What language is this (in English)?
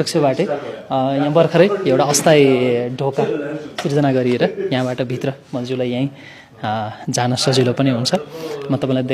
Nepali